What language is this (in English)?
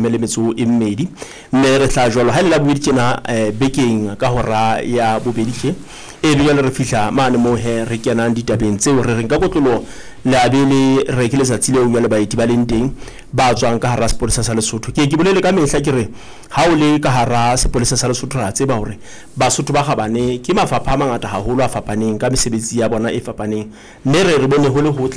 Southern Sotho